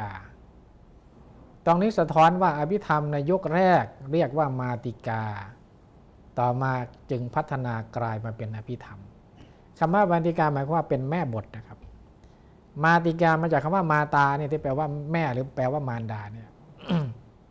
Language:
Thai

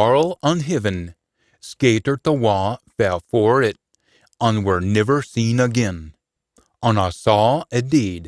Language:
Scots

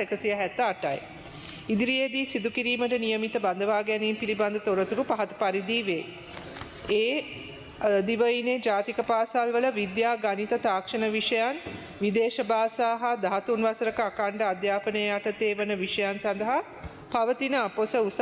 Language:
Sinhala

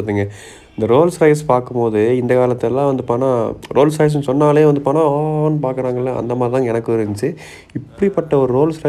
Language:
Tamil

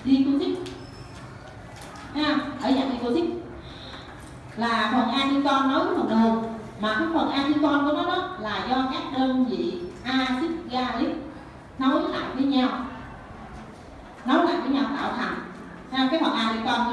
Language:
Vietnamese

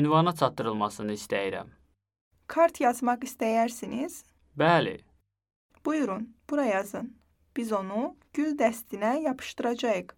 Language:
Azerbaijani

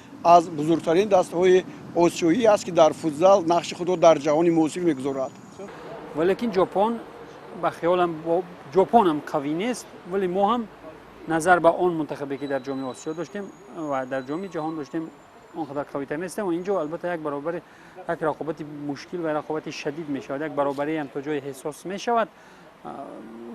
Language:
Tajik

